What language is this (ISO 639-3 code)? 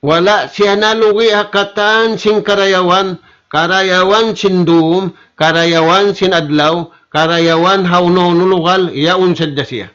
tsg